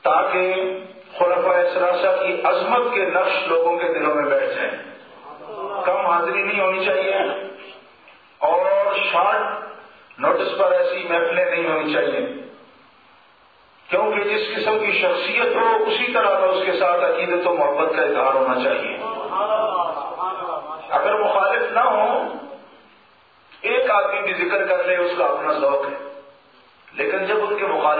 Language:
Urdu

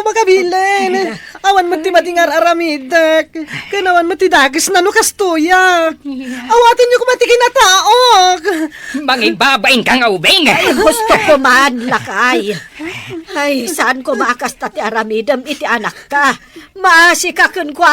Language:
Iloko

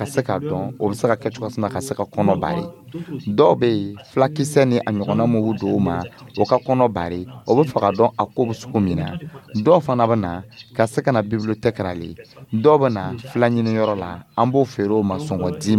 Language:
Dyula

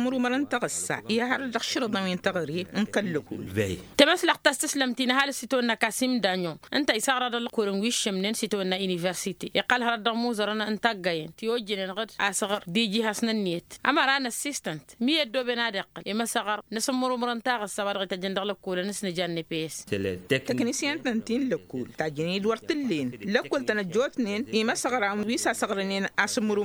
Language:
Tamasheq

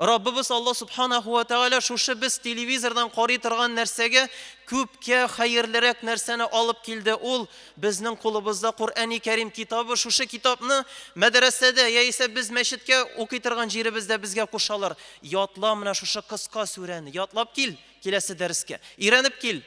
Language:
Tatar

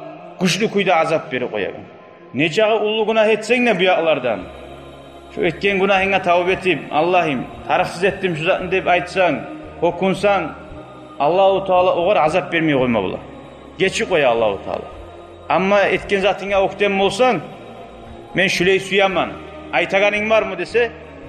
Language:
Kumyk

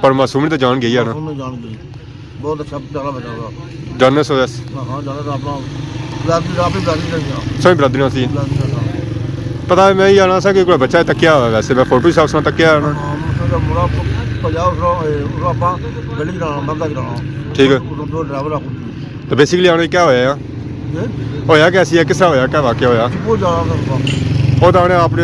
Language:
Pahari-Potwari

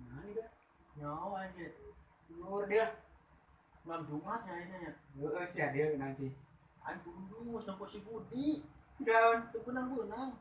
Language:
Sundanese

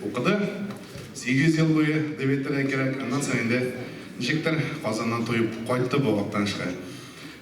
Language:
Tatar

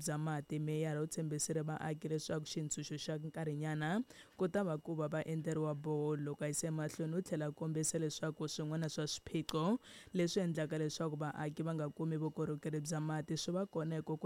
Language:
Tsonga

